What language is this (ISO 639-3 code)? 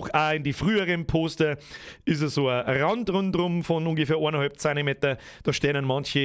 bar